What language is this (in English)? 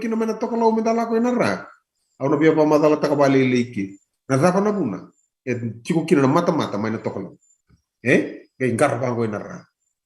Fijian